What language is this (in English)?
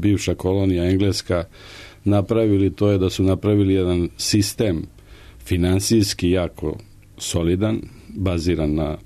Serbian